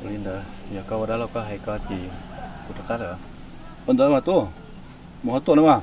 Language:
Hmong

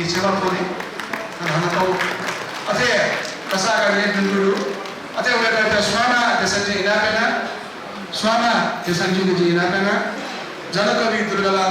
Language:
Newari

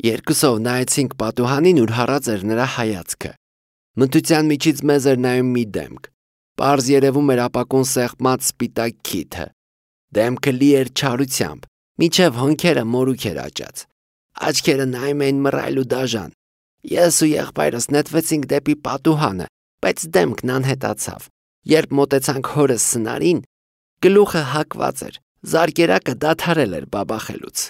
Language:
Armenian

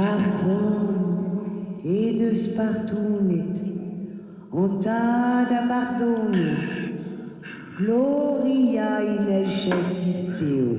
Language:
Breton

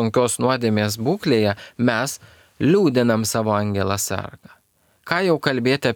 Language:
Lithuanian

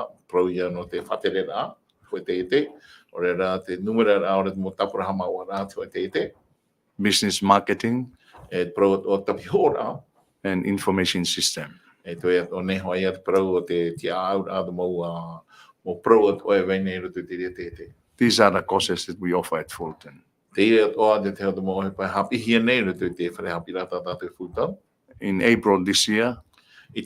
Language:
Tahitian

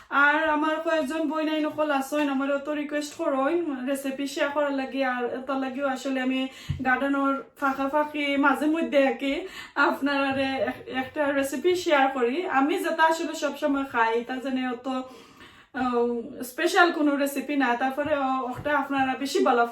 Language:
Sylheti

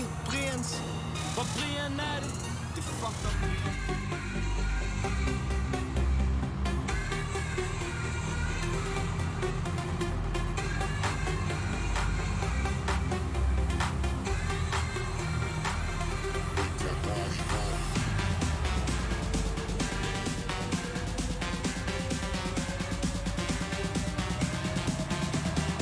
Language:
Danish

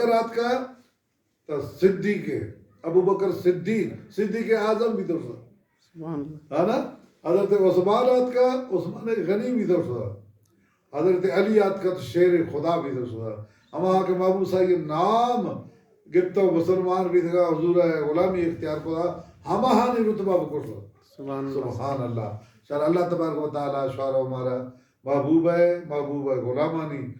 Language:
Baluchi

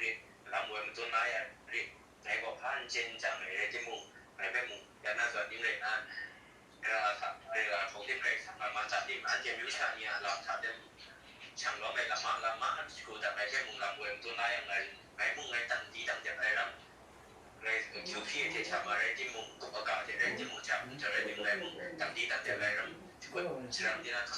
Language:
Kachin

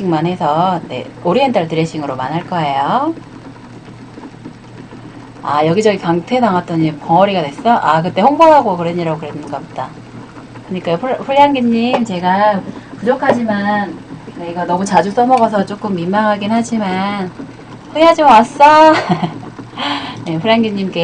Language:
Korean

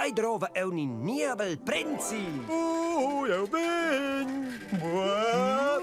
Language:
Romansh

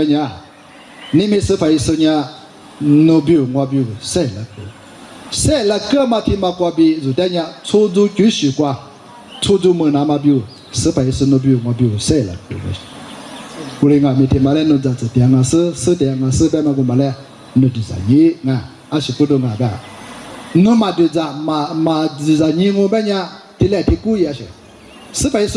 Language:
Lisu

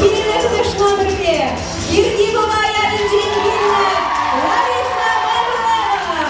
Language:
Chuvash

